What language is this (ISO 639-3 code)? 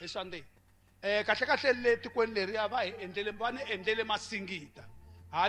tso